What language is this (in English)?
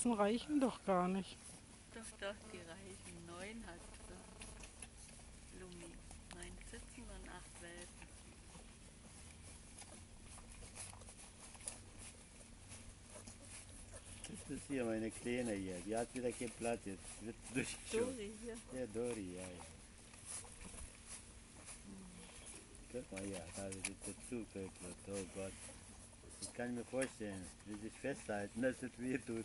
German